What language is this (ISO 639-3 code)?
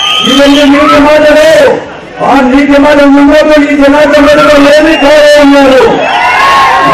tel